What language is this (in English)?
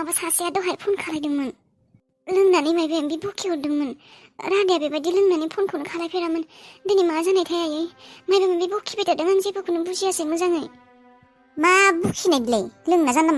Bodo